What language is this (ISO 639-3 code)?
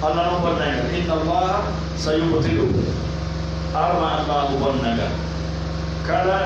fuf